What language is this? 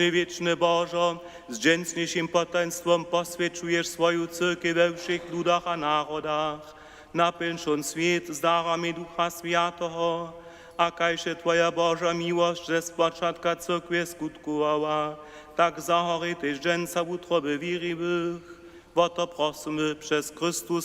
Upper Sorbian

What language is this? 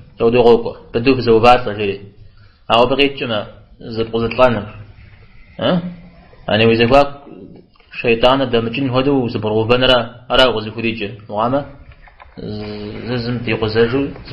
Kabardian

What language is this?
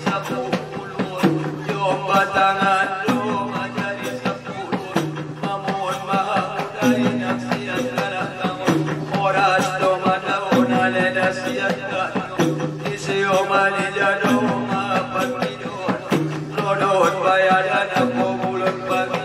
Batak Angkola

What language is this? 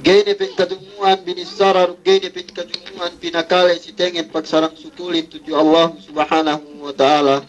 Yakan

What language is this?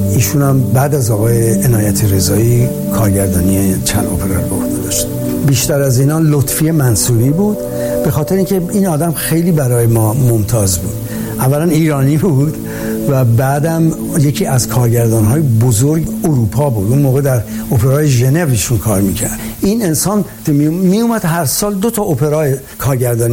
Persian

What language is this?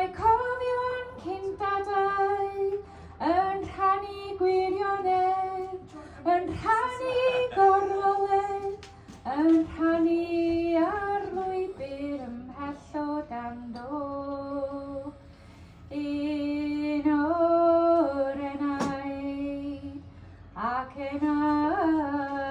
Welsh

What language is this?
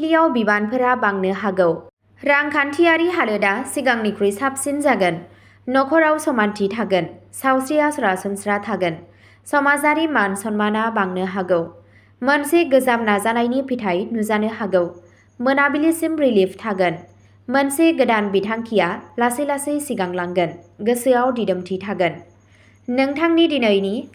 Bodo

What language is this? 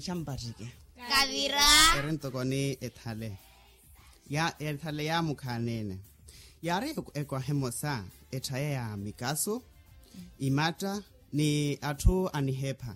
Makhuwa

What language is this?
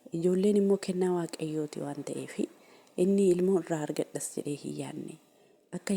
Oromo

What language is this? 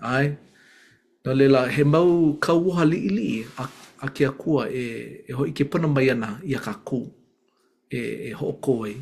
Hawaiian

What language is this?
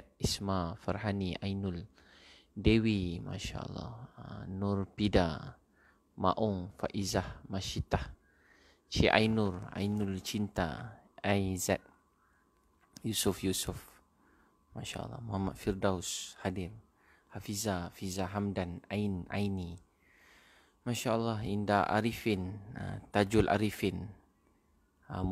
Malay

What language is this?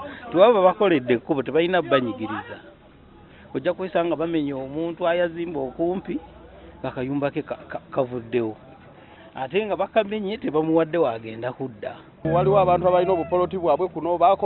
Ganda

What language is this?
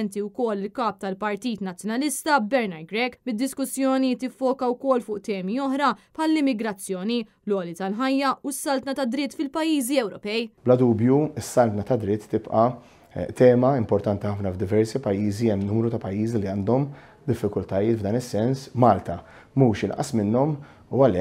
Maltese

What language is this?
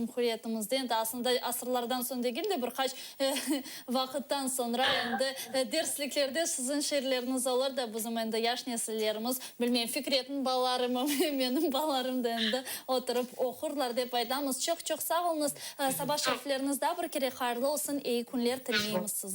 Crimean Tatar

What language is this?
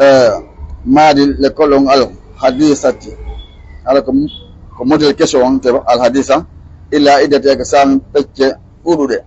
Fula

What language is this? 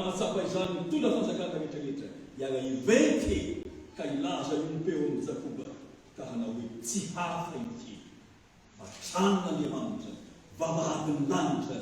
Malagasy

